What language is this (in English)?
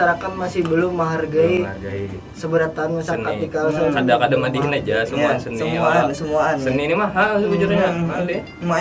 Banjar